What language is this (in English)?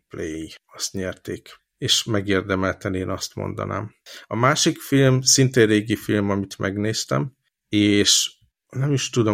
Hungarian